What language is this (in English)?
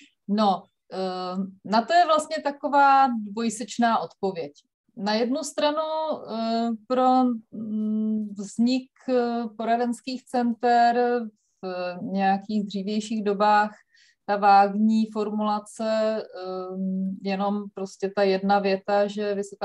Czech